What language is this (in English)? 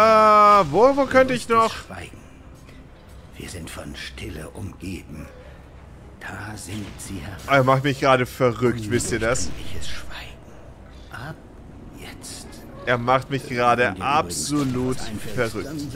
German